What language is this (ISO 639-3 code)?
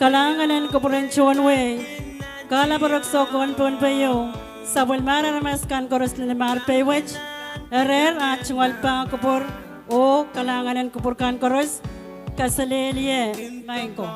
pon